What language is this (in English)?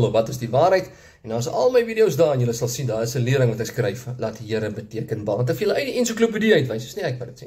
Afrikaans